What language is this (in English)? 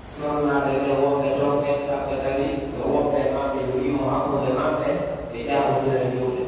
Pular